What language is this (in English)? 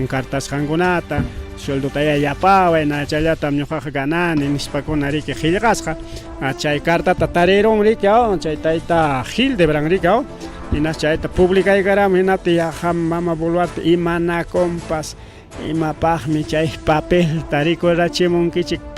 Ayacucho Quechua